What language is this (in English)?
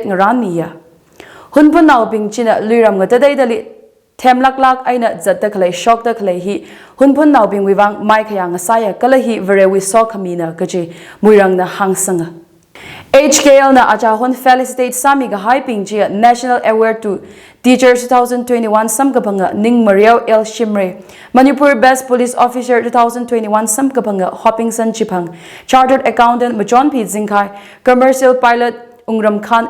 Tangkhul Naga (India)